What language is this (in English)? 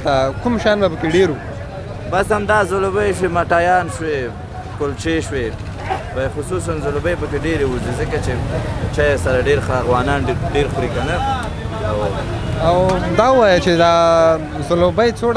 Pashto